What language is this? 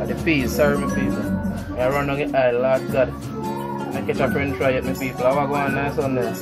Jamaican Creole English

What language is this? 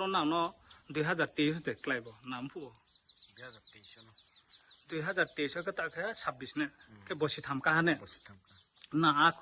Riang (India)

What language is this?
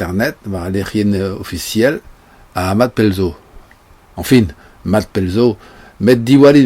Breton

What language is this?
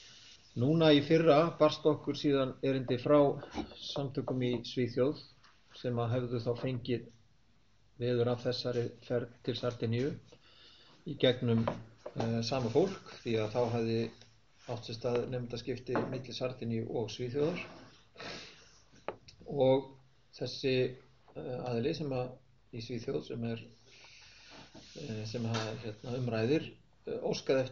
Icelandic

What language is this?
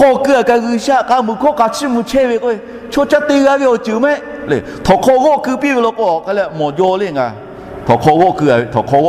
Lahu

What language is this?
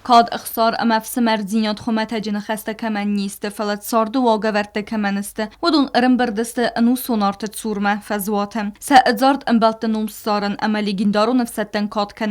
Ossetic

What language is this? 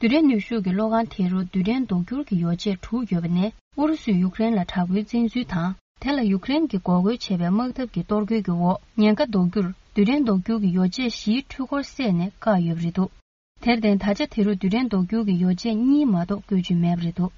Tibetan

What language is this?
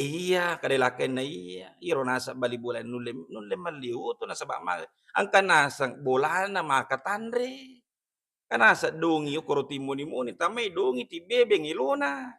Buginese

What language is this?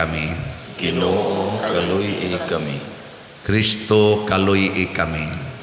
Cebuano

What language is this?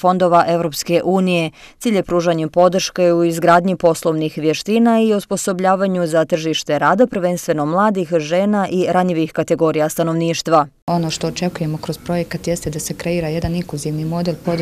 Bosnian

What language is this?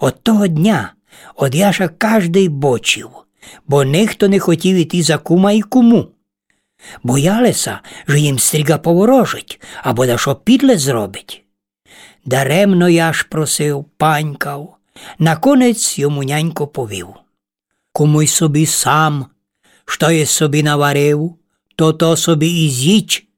Rusyn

